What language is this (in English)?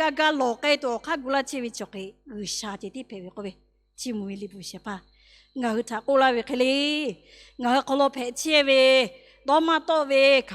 Lahu